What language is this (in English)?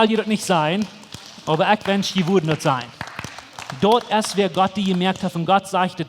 Plautdietsch